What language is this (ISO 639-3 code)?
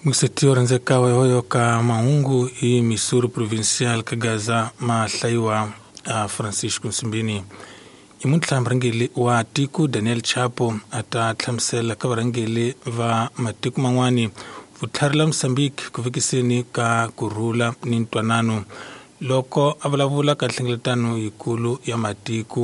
tso